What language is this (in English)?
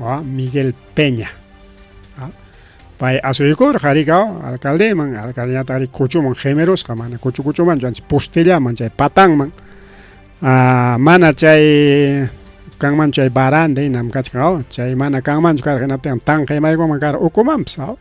Ayacucho Quechua